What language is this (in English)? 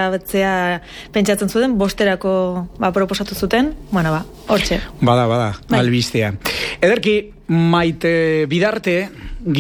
Basque